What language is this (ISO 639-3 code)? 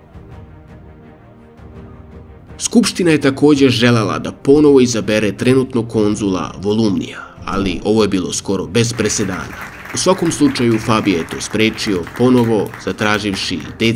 srp